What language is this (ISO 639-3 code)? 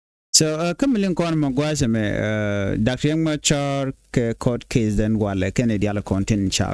nus